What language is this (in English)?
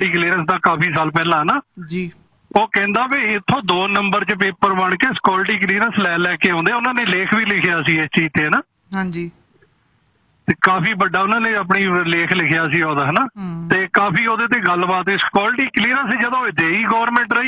Punjabi